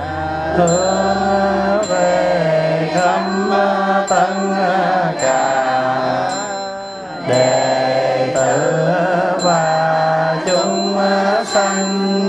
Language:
Vietnamese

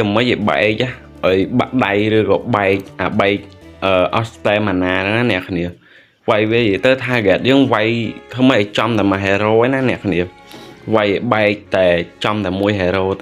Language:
Khmer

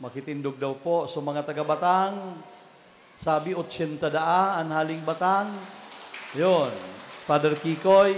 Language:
Bikol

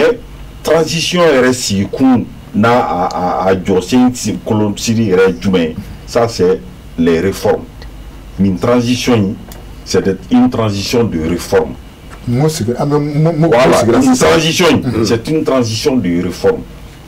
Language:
Bambara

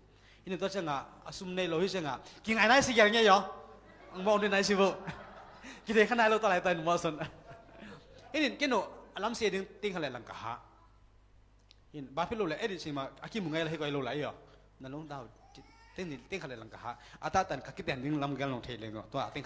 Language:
Thai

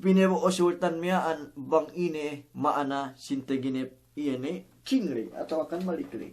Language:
Yakan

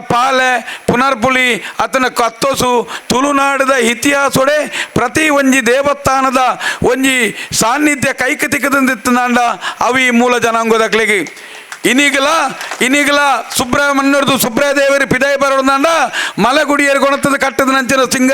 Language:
Tulu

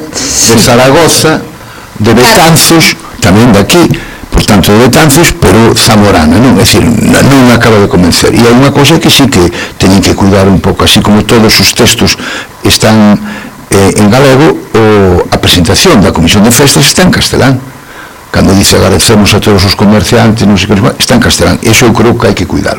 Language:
Galician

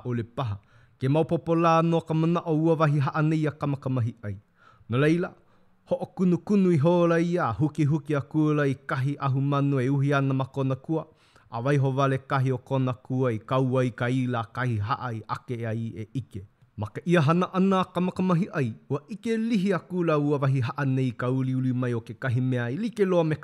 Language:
Hawaiian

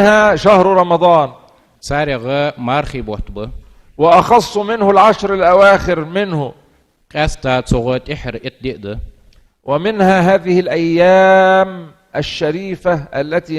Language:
Ingush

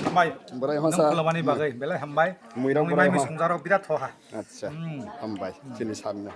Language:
Kok Borok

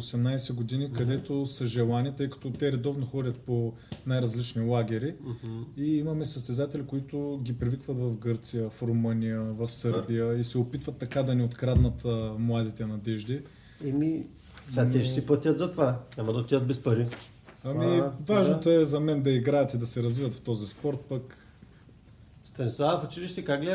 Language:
Bulgarian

